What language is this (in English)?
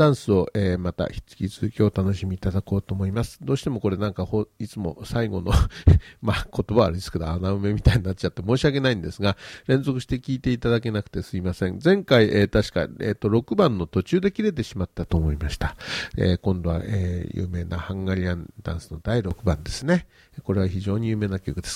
Japanese